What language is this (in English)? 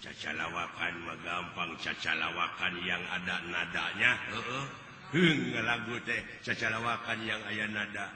Sundanese